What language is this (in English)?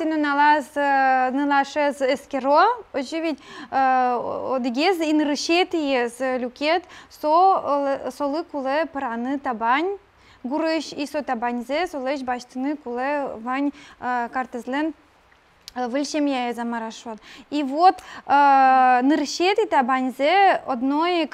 Udmurt